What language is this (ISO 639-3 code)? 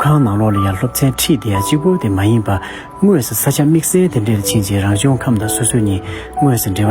bod